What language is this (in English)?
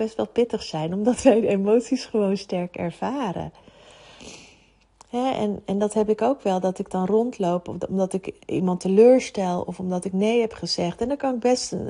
Dutch